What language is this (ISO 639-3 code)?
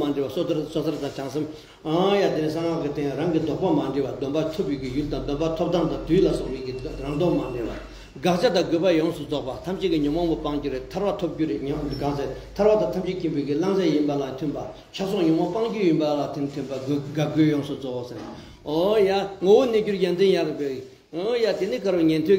bod